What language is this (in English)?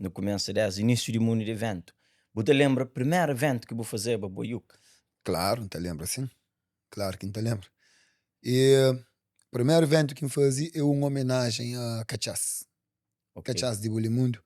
Kabuverdianu